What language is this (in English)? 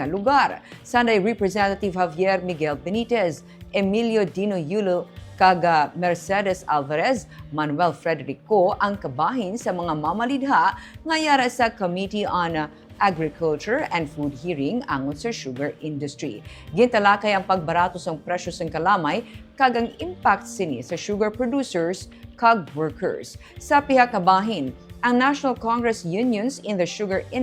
Hiligaynon